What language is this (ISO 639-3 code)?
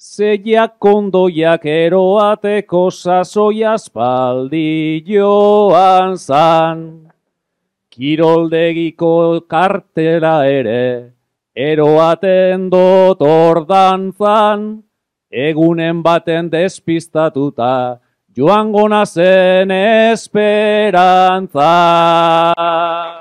eus